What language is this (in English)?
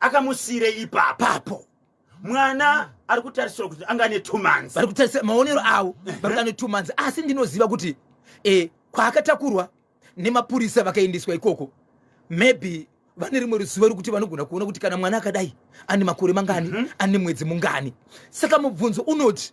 Shona